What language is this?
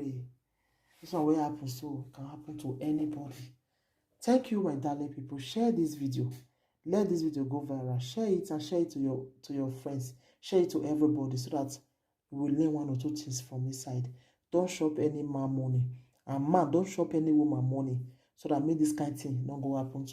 Nigerian Pidgin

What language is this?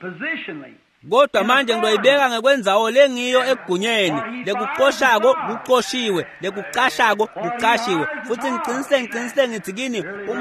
Swati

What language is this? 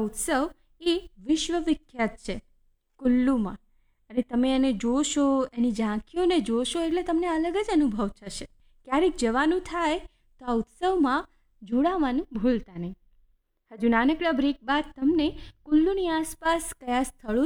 Gujarati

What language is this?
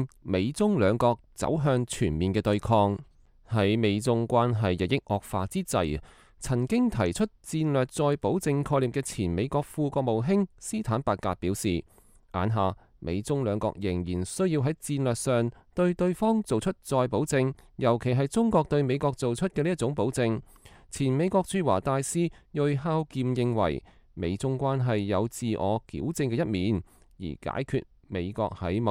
Cantonese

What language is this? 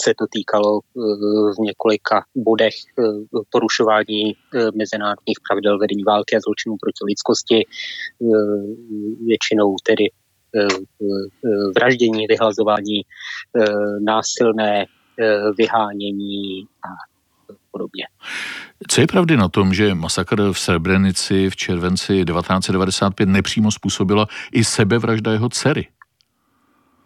Czech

